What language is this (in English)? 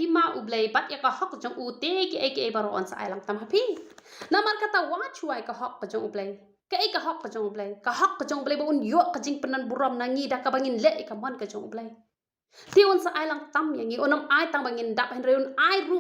Khasi